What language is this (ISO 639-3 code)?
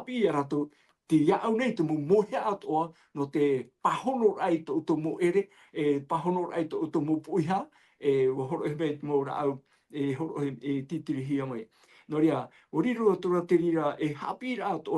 tah